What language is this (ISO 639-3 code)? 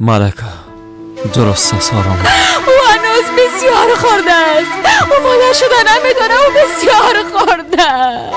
fas